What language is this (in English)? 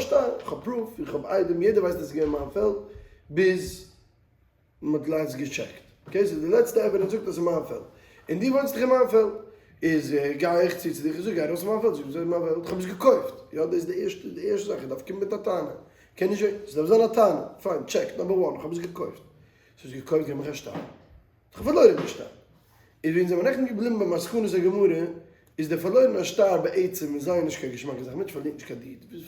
Yiddish